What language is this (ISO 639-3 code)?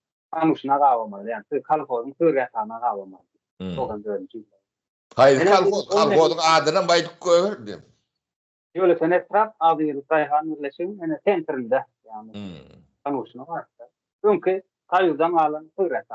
tuk